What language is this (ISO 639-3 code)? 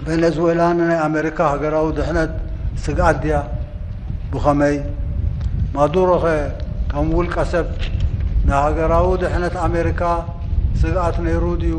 tir